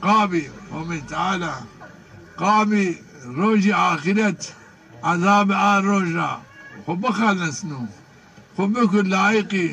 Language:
Zaza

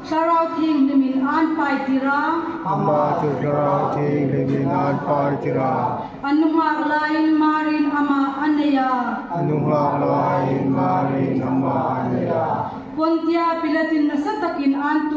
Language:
Hmar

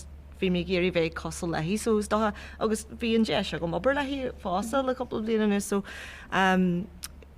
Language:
Irish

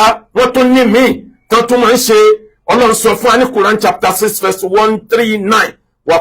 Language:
Yoruba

